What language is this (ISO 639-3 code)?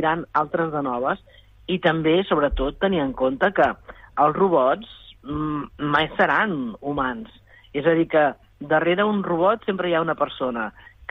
cat